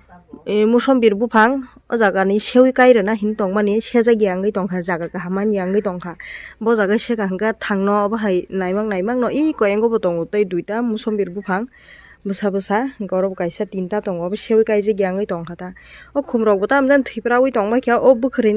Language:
Kok Borok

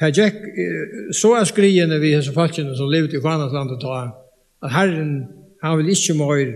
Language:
Faroese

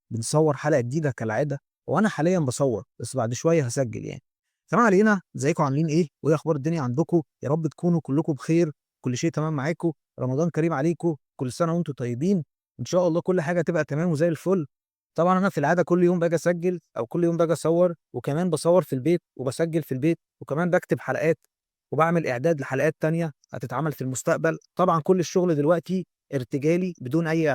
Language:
Egyptian Arabic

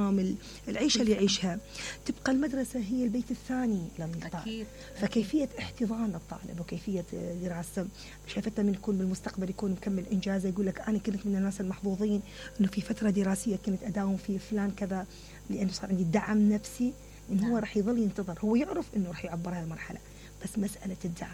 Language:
Mesopotamian Arabic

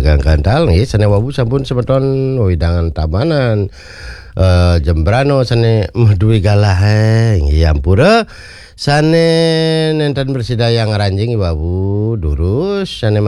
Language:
Balinese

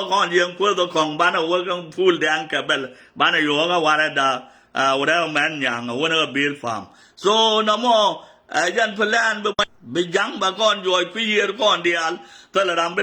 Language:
Nuer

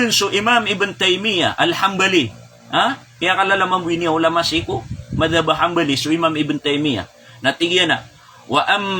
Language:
Maranao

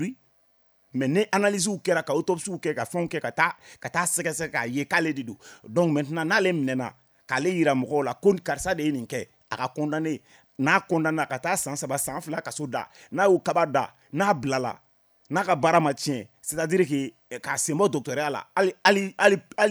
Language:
Bambara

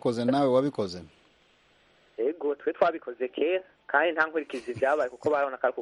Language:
Kinyarwanda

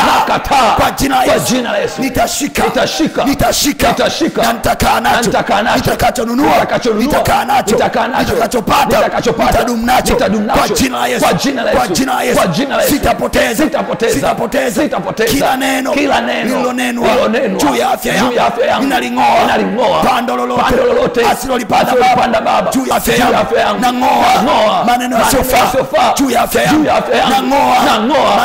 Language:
Swahili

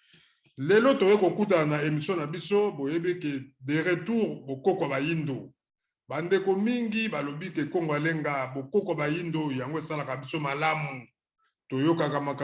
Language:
Lingala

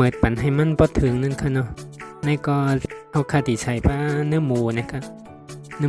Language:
Shan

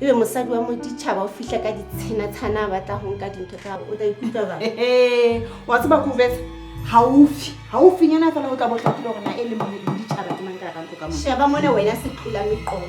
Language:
Southern Sotho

